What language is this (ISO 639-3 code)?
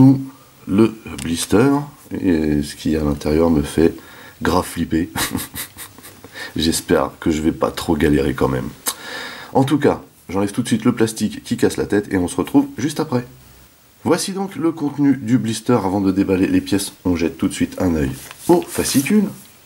fra